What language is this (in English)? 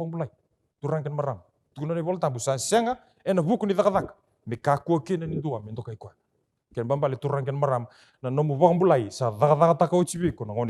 Fijian